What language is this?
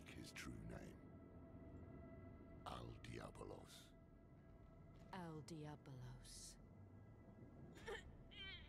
English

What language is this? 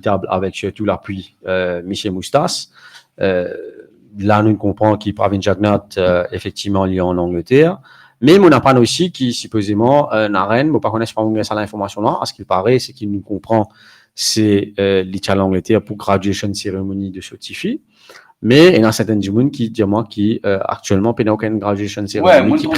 Morisyen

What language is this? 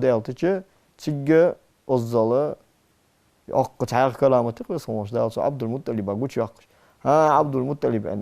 Ingush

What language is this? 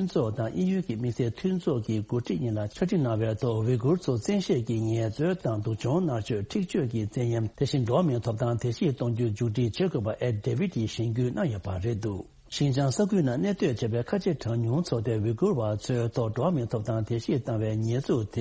Tibetan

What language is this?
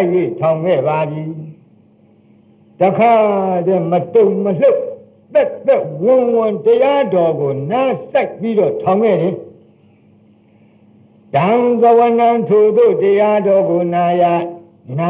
Burmese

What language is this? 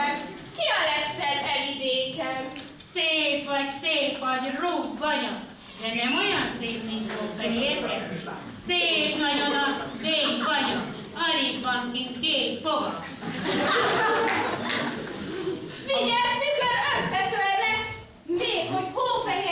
Hungarian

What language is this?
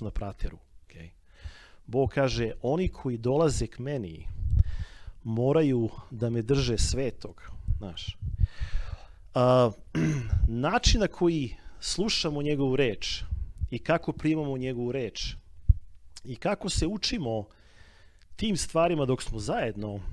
Serbian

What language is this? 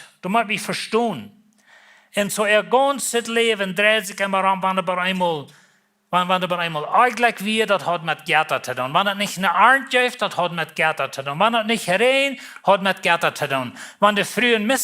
Plautdietsch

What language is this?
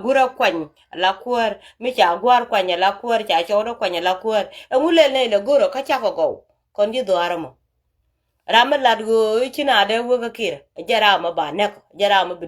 Nuer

